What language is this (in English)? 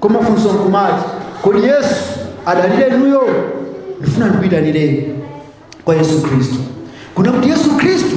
Nyanja